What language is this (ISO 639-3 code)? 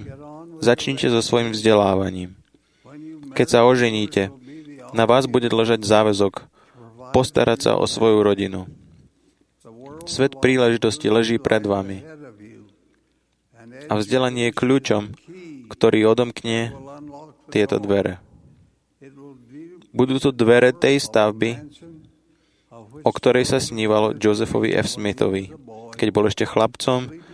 slk